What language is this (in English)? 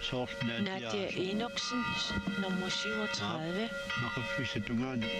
Kalaallisut